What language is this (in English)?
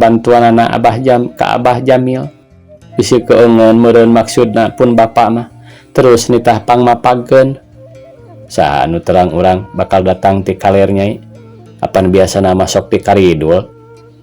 Sundanese